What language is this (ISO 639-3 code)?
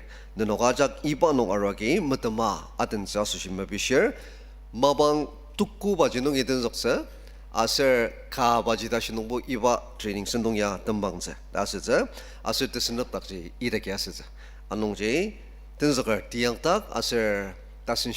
njo